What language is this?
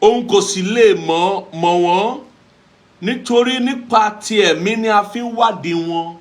Yoruba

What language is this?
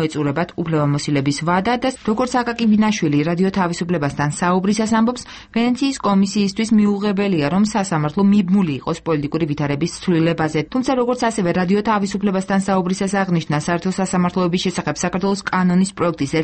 Georgian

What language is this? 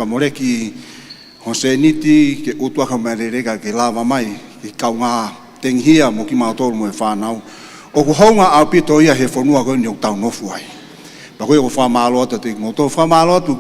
Tongan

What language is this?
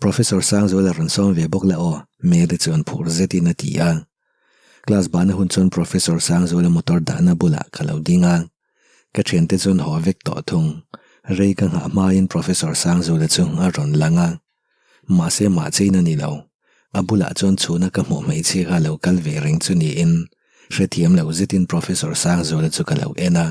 Mizo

